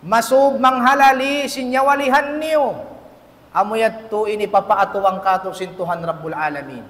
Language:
Tausug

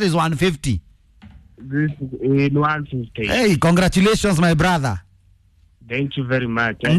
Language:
Kikuyu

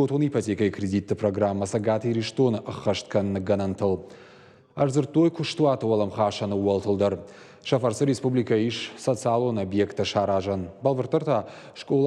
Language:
Ossetic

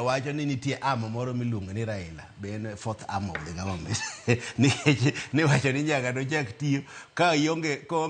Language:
Luo (Kenya and Tanzania)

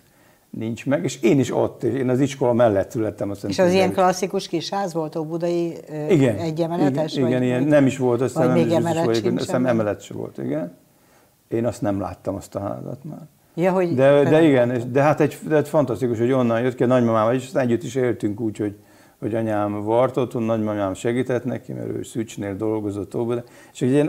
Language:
Hungarian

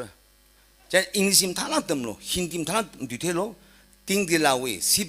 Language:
Tangkhul Naga (India)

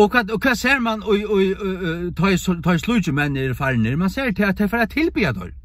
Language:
Faroese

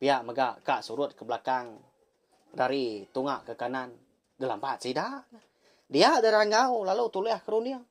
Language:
Iban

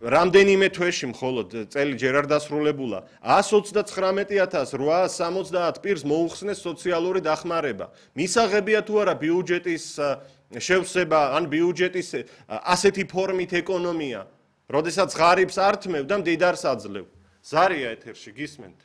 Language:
Georgian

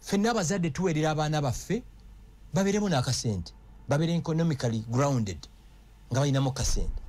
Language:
Ganda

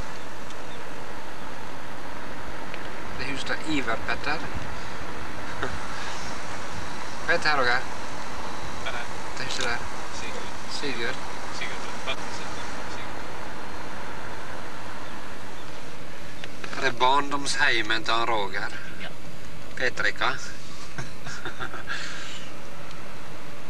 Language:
Norwegian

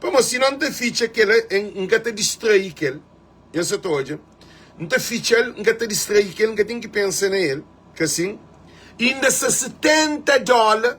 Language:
Kabuverdianu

